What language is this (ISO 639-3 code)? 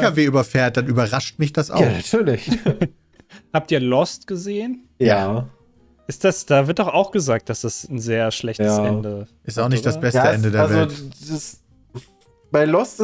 deu